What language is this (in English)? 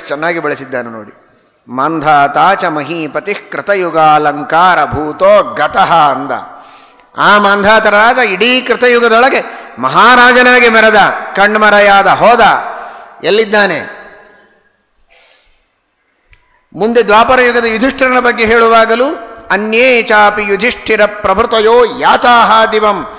Kannada